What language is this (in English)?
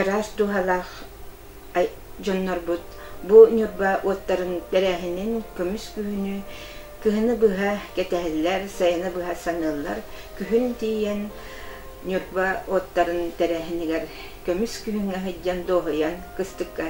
Yakut